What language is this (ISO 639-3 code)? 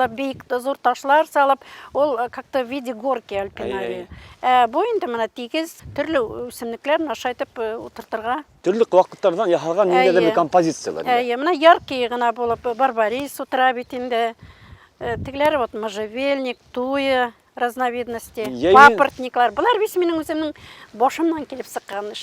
bak